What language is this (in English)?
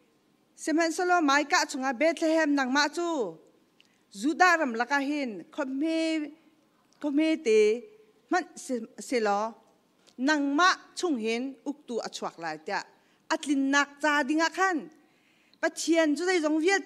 Hakha Chin